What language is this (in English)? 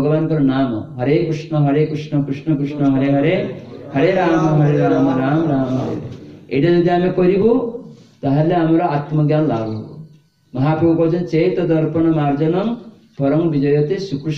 Odia